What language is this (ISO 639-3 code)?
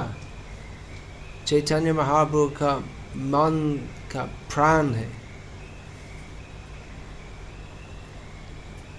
hin